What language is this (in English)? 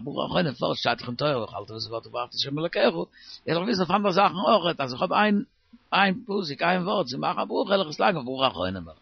Yiddish